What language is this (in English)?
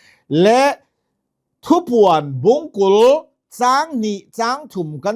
Hakha Chin